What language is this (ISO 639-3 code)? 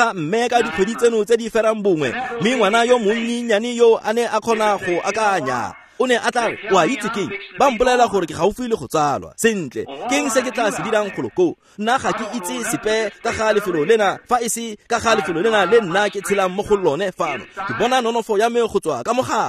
tsn